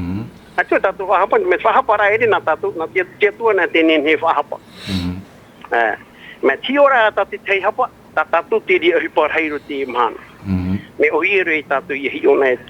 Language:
Tahitian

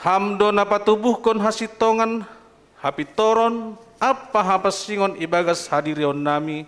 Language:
Batak Simalungun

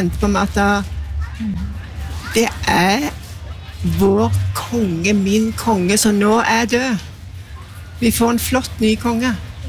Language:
Norwegian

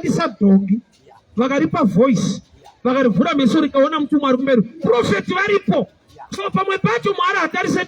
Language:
Shona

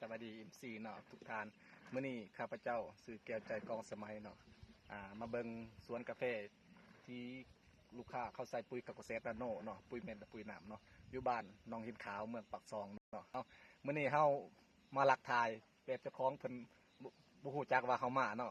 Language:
Lao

